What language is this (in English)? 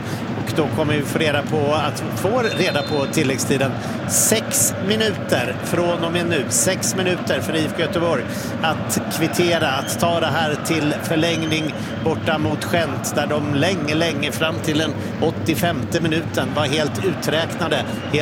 Swedish